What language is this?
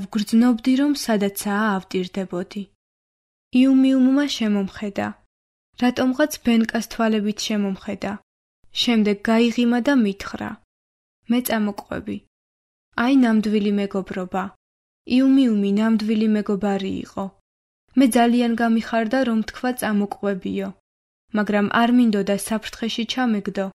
Georgian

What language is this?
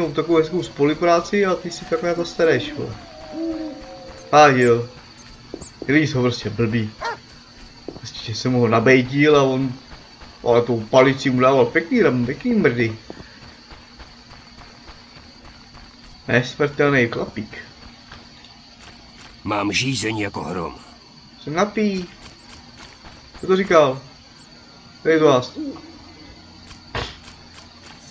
Czech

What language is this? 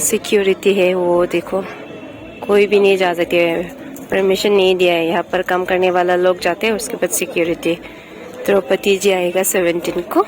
Karbi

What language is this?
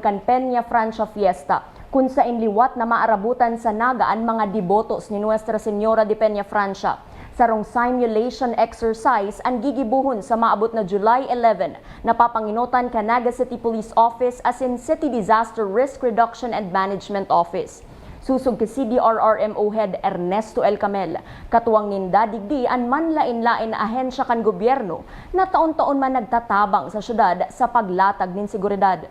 Bikol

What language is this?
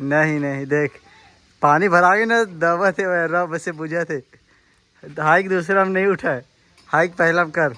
Chhattisgarhi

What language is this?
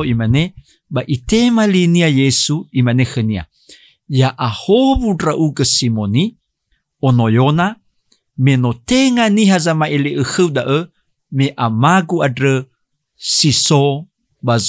Nias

